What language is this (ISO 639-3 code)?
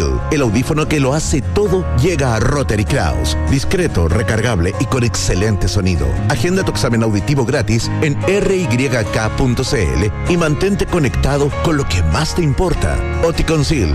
spa